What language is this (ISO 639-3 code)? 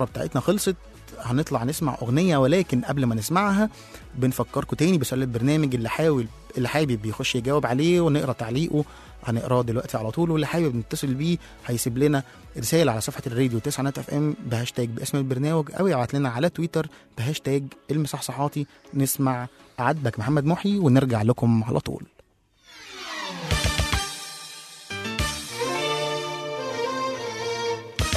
arz